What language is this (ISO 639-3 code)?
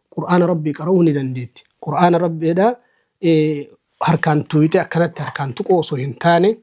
orm